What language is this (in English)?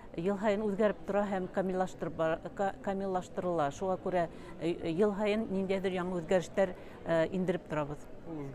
Bashkir